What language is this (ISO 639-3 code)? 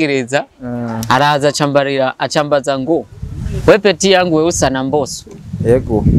run